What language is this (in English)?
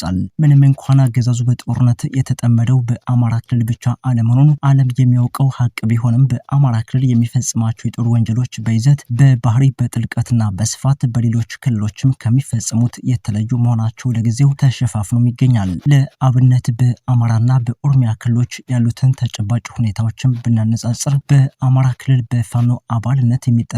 Amharic